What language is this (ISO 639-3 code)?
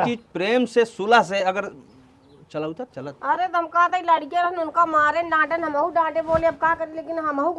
awa